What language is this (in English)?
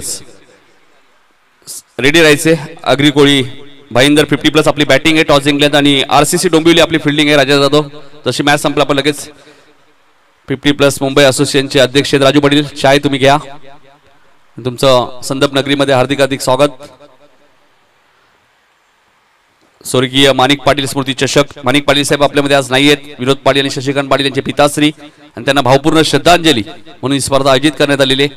Marathi